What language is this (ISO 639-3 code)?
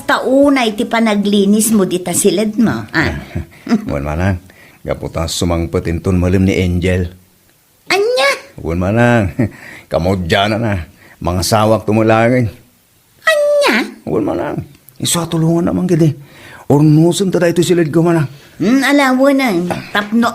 ilo